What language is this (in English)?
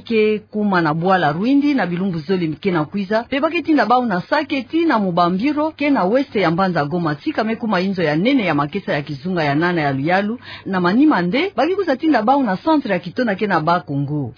Kituba (Democratic Republic of Congo)